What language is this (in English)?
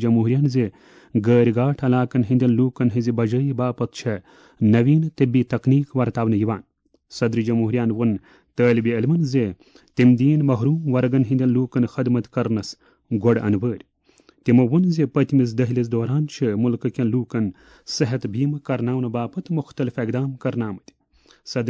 Kashmiri